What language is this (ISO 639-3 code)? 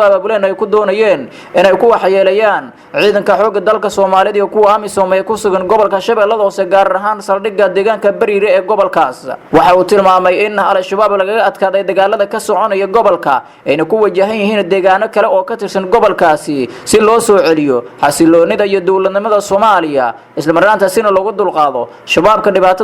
som